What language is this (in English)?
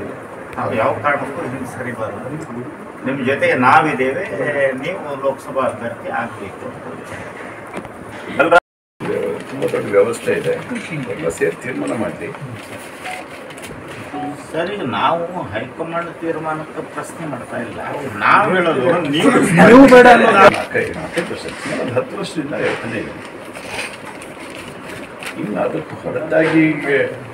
Kannada